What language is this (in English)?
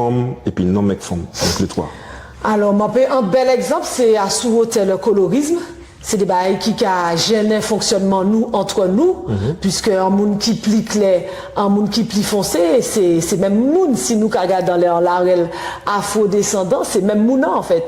Guadeloupean Creole French